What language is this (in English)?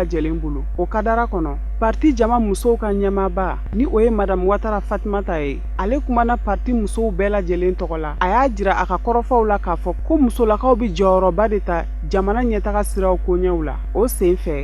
Bambara